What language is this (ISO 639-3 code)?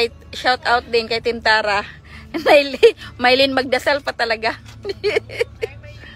fil